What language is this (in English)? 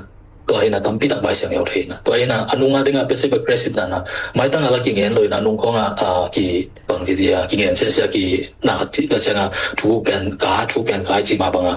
Tedim Chin